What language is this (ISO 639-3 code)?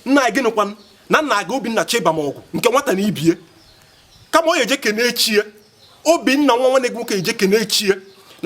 ibo